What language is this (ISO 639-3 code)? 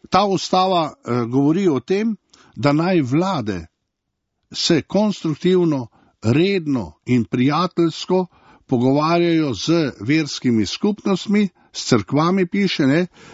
slv